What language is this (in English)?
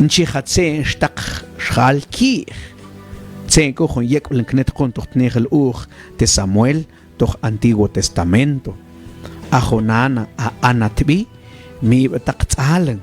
Mam